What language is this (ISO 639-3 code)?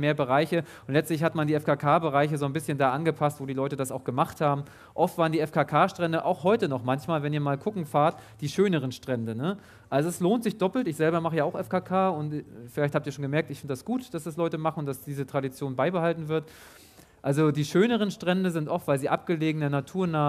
deu